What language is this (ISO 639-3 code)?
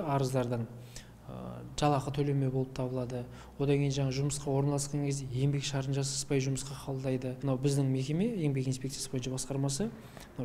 kaz